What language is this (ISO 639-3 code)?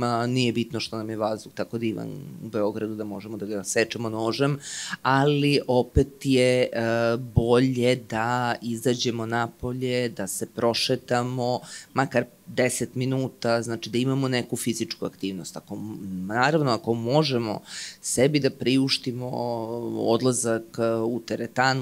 srp